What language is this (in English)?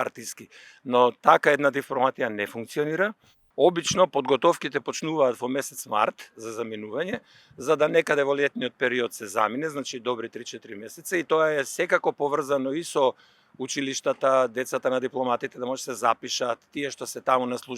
Macedonian